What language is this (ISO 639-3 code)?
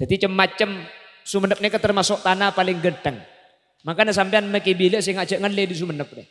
mad